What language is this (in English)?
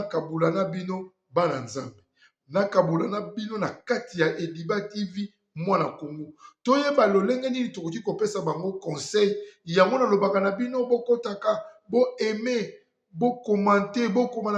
Lingala